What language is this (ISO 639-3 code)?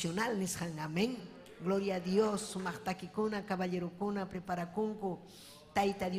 quy